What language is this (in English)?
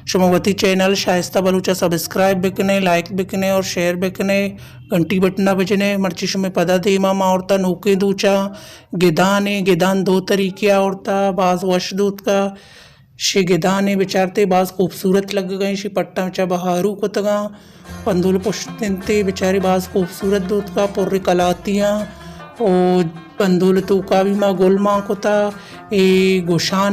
Baluchi